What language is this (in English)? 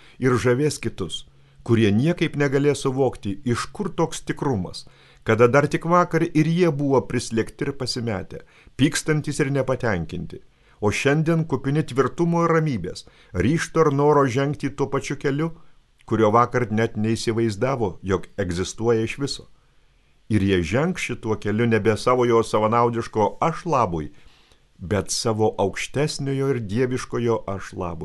Lithuanian